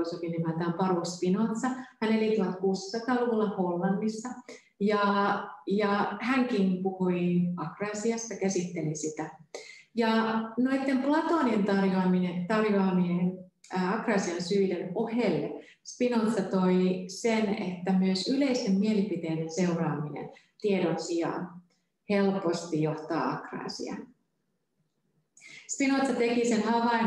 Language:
Finnish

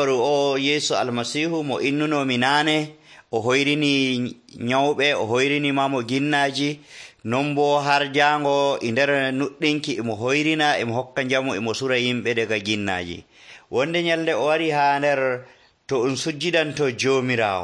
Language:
Nigerian Fulfulde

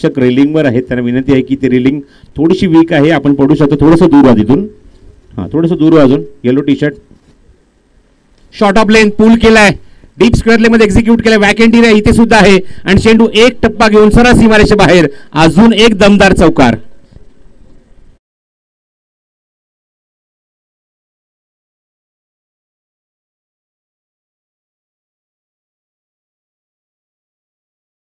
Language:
Marathi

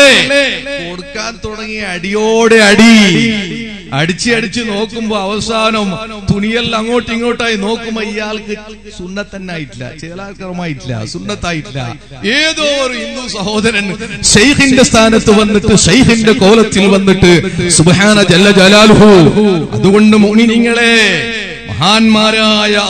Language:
Malayalam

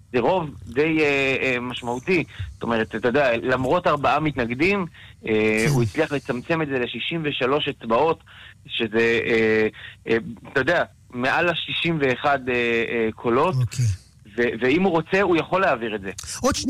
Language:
Hebrew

